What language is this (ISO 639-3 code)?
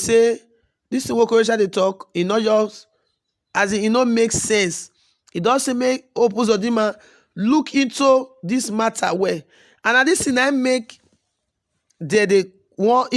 pcm